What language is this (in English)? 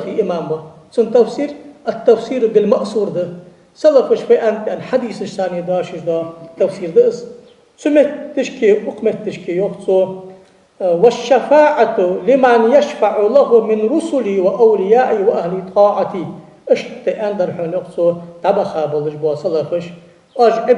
Ingush